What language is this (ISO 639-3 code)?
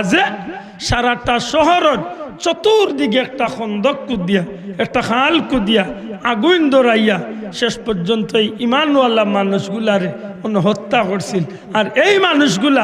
syl